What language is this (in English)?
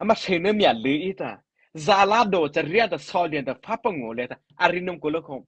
Mara Chin